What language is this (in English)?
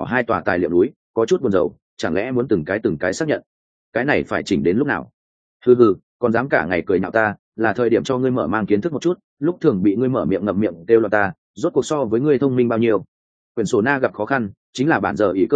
Vietnamese